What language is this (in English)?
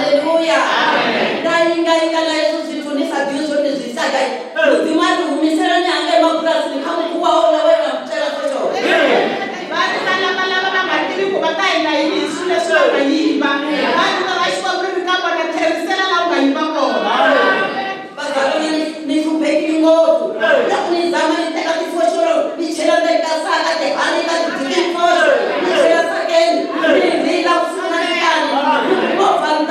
Venda